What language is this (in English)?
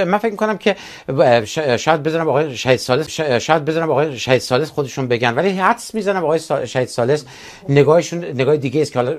Persian